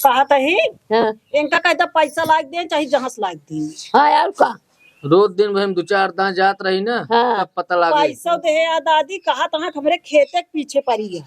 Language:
Awadhi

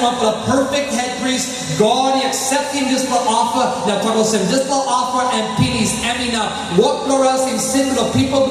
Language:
Tok Pisin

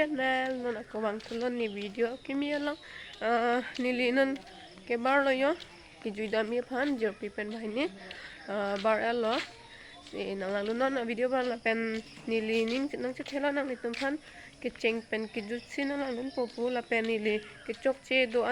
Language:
Karbi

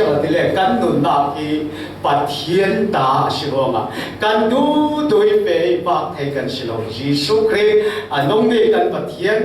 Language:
Falam Chin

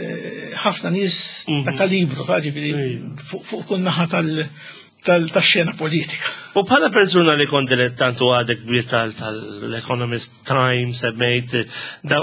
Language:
Maltese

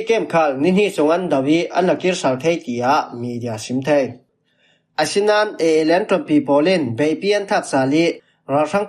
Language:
Falam Chin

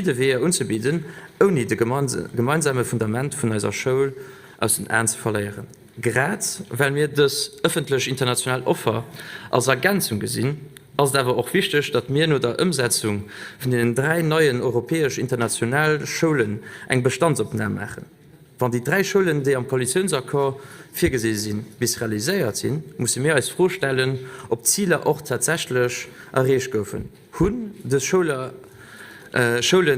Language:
Luxembourgish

